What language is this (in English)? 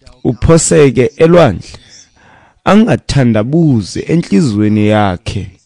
Xhosa